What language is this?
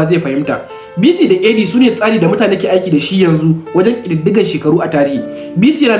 Hausa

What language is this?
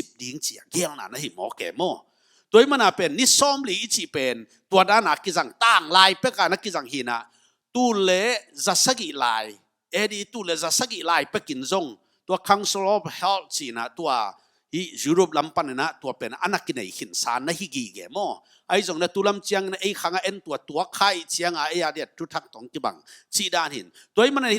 Tedim Chin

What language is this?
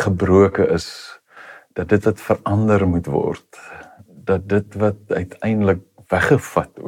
Afrikaans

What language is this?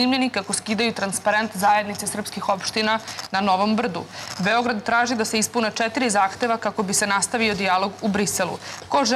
Serbian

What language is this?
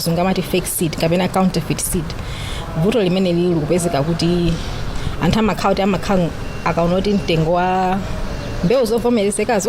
Nyanja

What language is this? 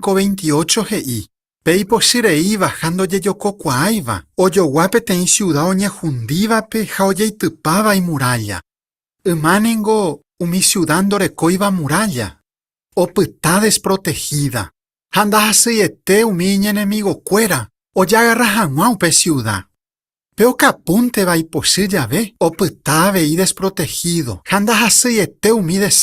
Guarani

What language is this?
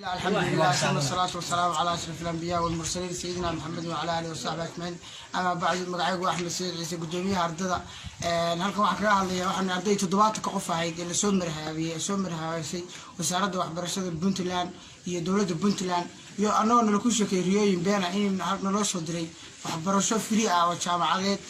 Somali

